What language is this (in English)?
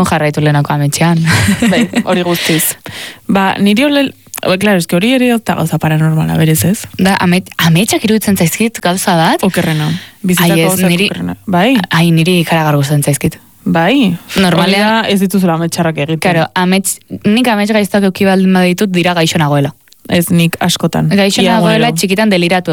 Basque